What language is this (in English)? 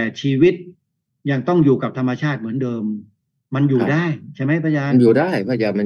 Thai